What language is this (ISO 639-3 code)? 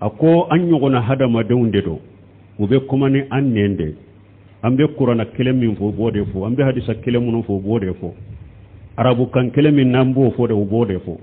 bam